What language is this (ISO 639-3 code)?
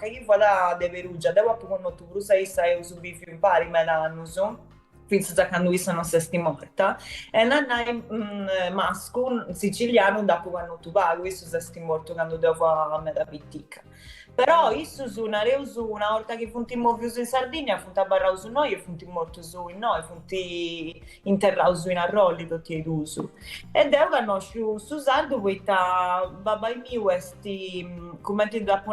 srd